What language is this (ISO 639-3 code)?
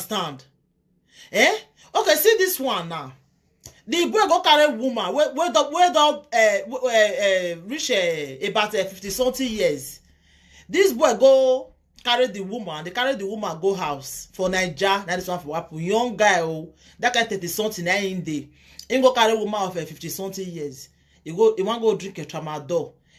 pcm